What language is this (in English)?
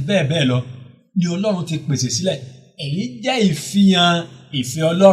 Yoruba